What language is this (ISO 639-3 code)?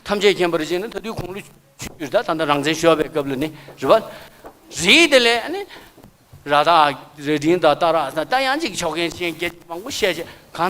bod